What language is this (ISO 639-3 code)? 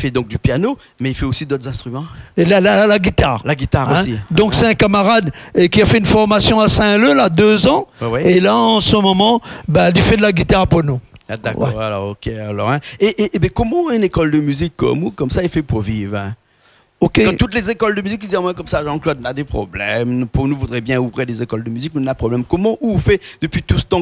rcf